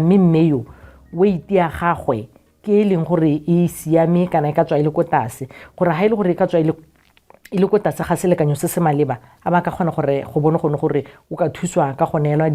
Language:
Tswana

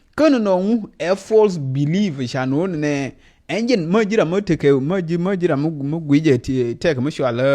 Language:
Nuer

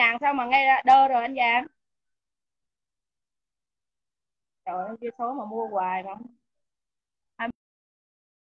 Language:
Vietnamese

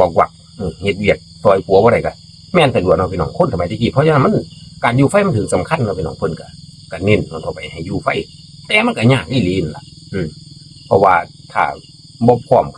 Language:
Northeastern Thai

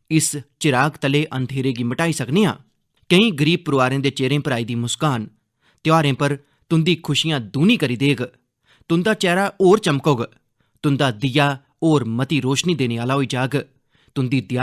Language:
Dogri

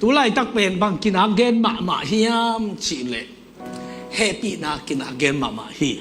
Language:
Tedim Chin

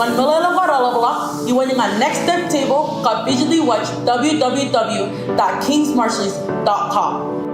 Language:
Marshallese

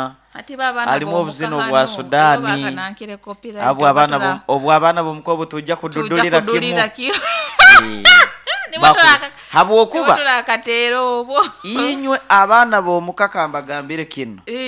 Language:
Nyoro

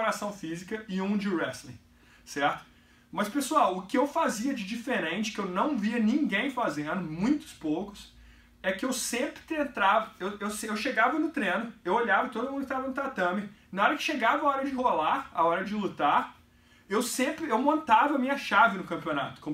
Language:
Portuguese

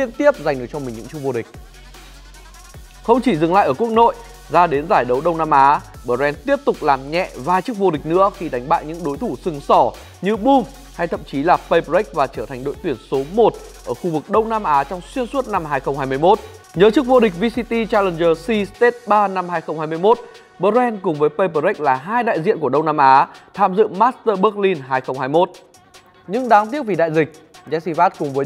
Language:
Vietnamese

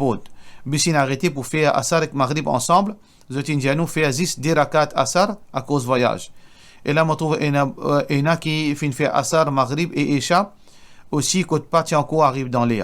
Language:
Morisyen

